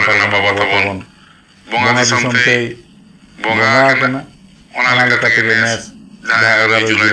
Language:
Santali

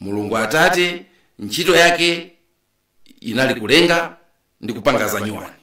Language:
Nyanja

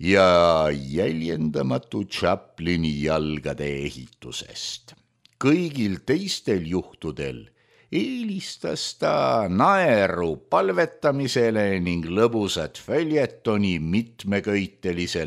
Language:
Estonian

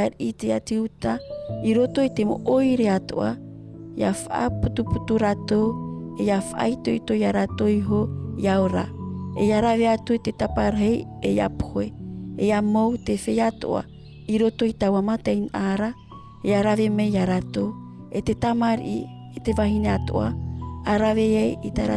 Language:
Tahitian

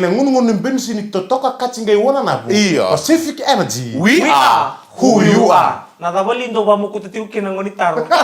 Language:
Fijian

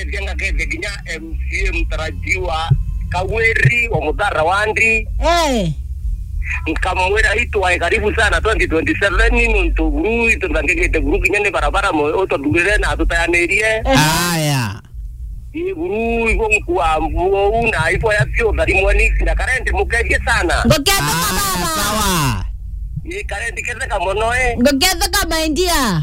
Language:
Meru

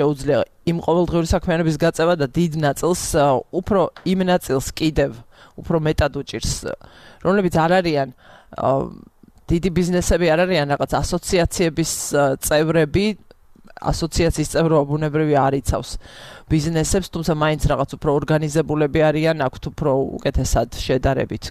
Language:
Georgian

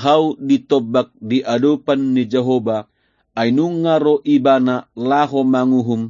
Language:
Batak Toba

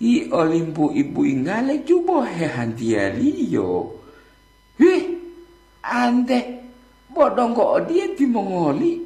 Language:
Gorontalo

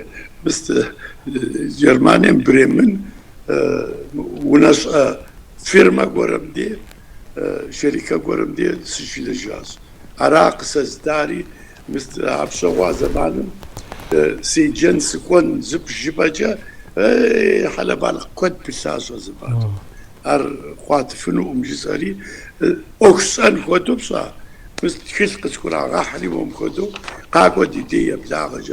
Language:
Kabardian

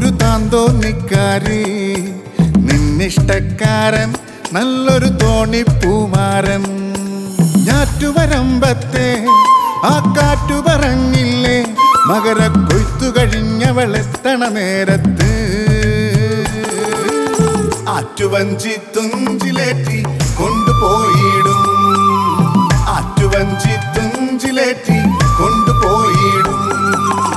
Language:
Malayalam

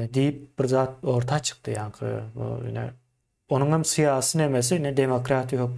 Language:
Turkmen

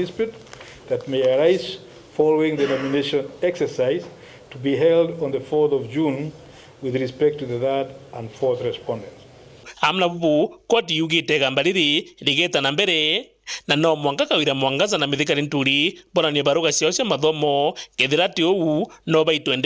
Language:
Meru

